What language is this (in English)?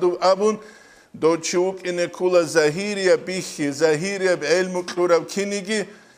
Avaric